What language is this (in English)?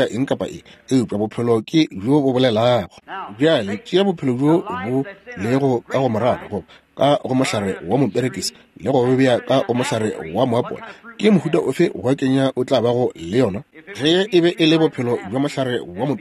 Northern Sotho